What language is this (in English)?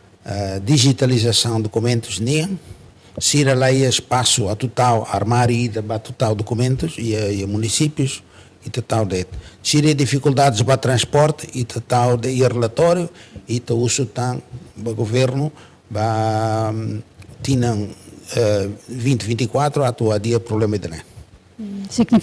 Tetum